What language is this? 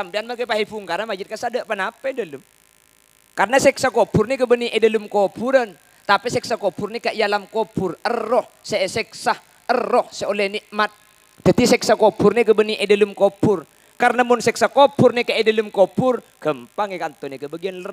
Madurese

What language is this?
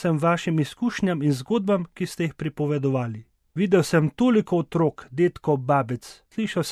Slovenian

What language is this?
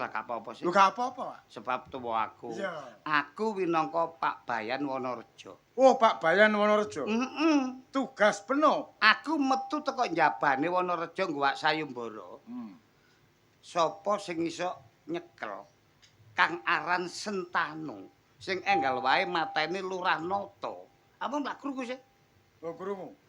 Javanese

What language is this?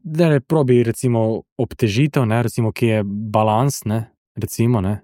Slovenian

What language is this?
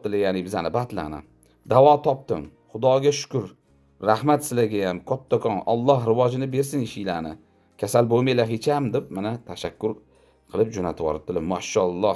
Uzbek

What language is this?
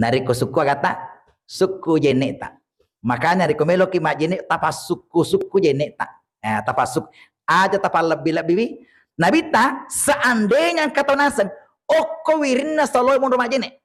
Buginese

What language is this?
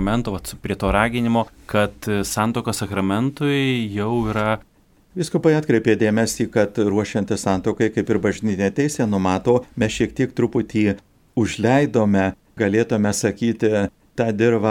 Lithuanian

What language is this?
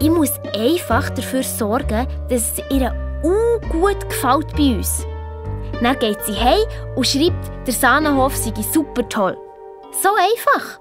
Swiss German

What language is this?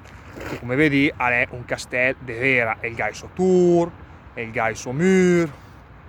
Lombard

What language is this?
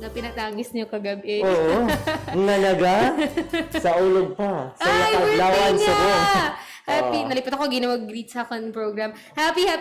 Hiligaynon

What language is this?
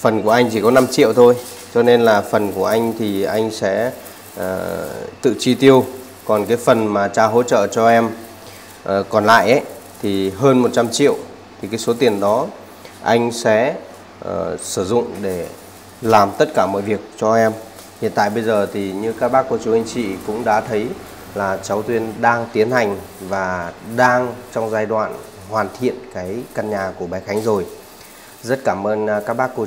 Vietnamese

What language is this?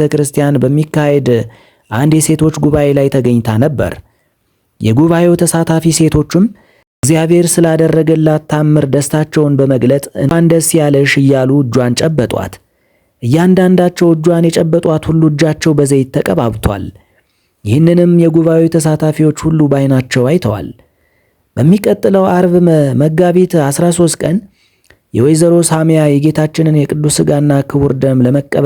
Amharic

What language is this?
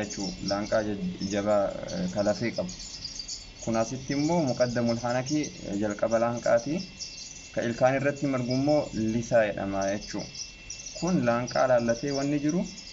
Oromo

